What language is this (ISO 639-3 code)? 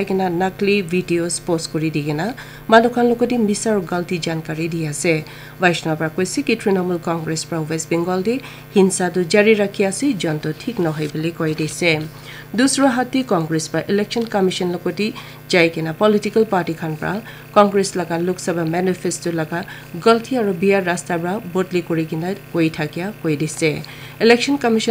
nag